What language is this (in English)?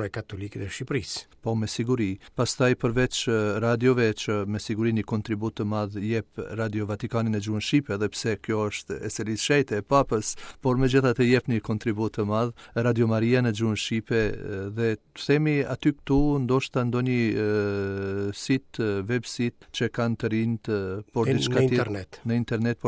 Albanian